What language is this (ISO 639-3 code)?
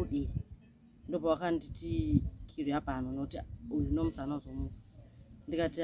sna